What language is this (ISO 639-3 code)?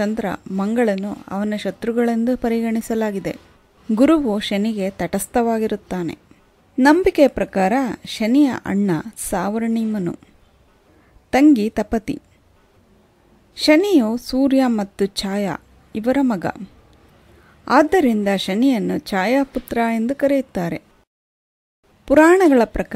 kan